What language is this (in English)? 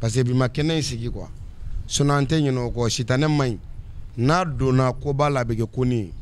Bambara